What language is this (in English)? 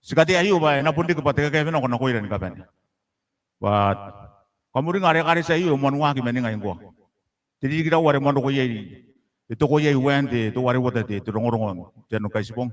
Gilbertese